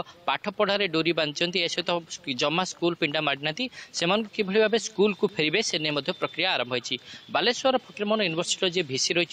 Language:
Odia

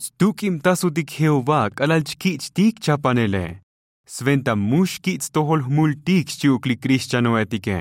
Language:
Tzotzil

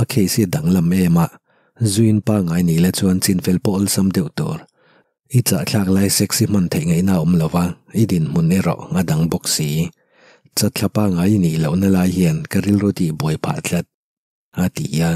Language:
Mizo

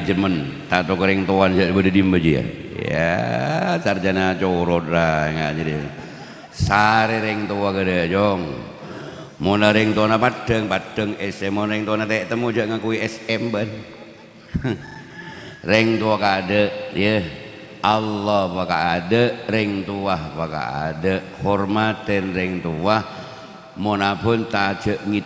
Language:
Madurese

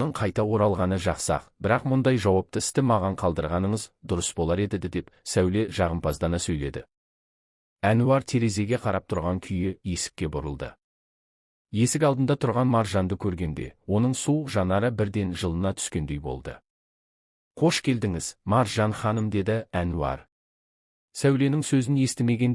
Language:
Kazakh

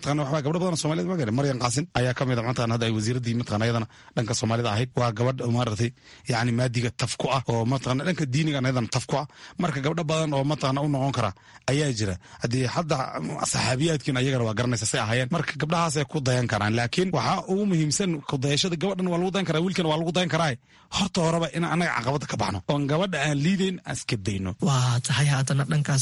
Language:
Somali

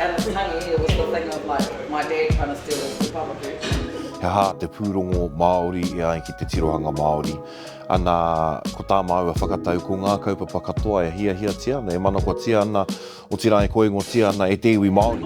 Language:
Māori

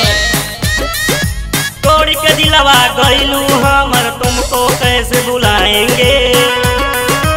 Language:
Bhojpuri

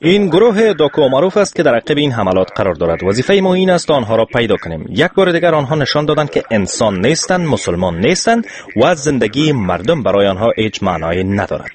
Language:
Persian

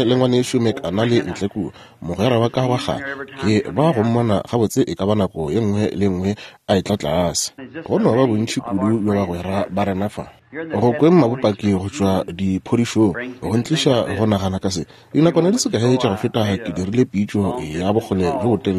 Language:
Northern Sotho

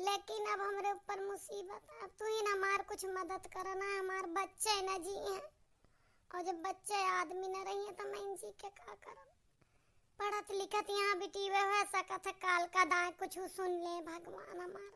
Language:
Awadhi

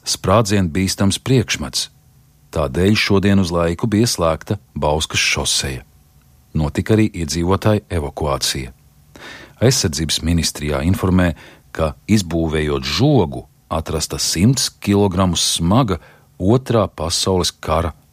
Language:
Latvian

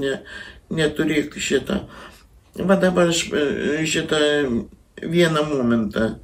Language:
Lithuanian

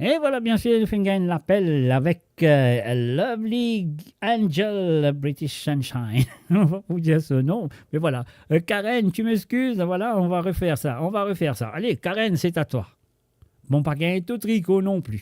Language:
Morisyen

